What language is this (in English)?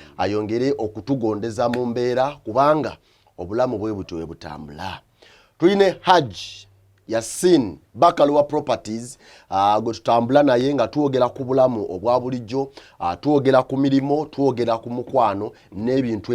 Ganda